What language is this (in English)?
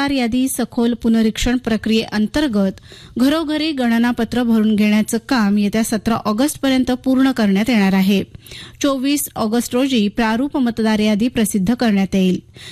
Marathi